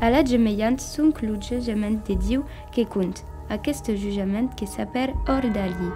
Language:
Occitan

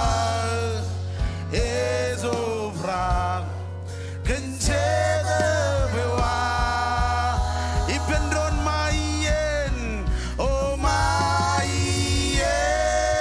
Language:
Marshallese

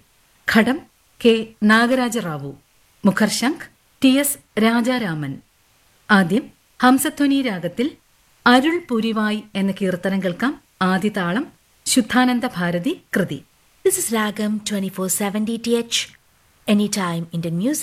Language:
Malayalam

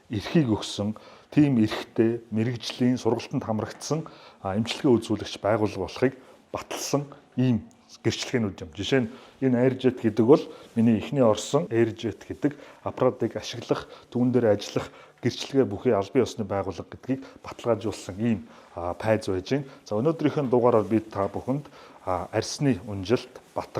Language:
Mongolian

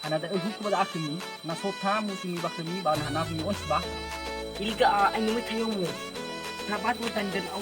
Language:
Nias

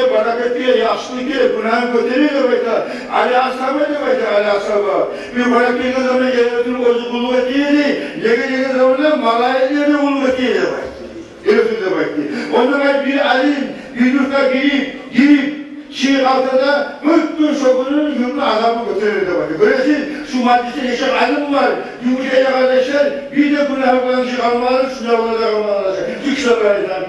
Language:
Kumyk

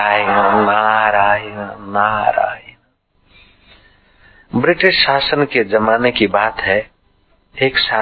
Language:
Hindi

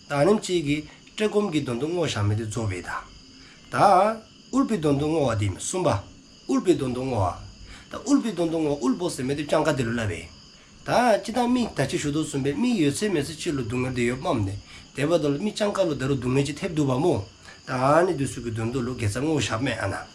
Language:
Dzongkha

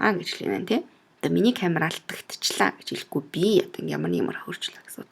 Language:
Mongolian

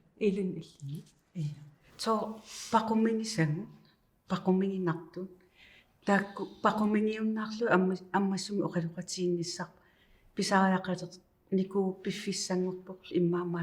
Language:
Kalaallisut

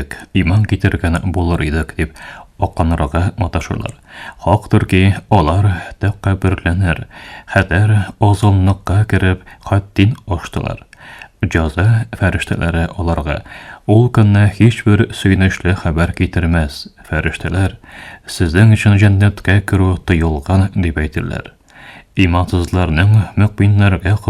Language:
Tatar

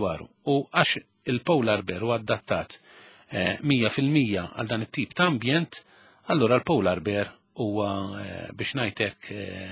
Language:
Maltese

